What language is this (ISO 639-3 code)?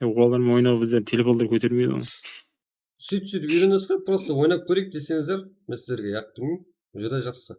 kaa